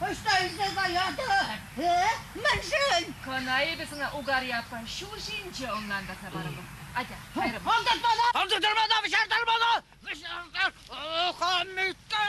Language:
Chuvash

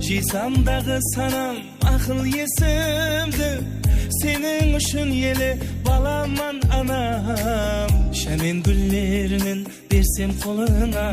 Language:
Kara-Kalpak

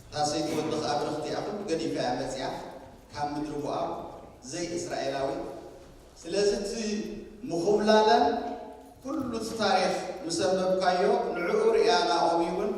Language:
Tigrinya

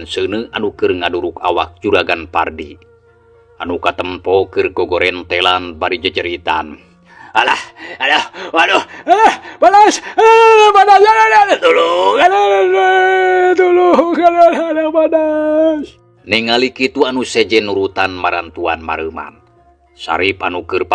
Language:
Sundanese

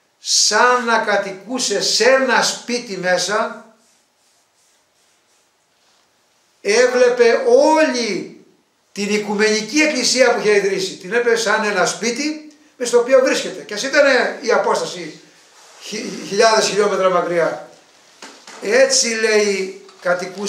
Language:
Greek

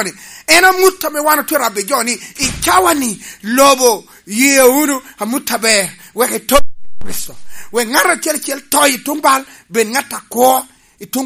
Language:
Lango (Uganda)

